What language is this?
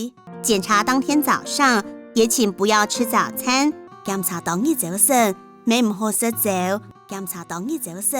Hakka Chinese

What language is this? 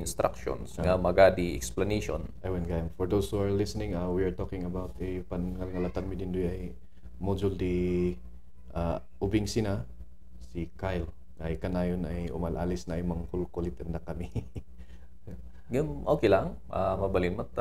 Kankanaey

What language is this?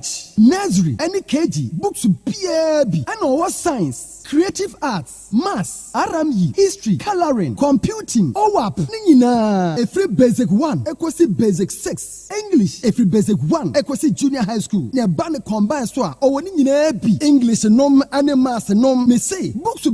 Akan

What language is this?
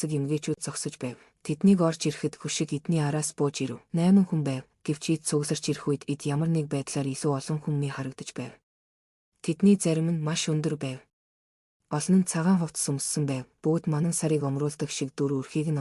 Mongolian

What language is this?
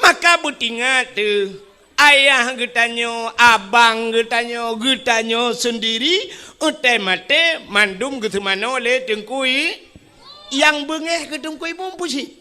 Achinese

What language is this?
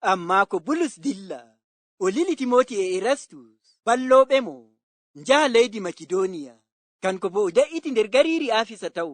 Fula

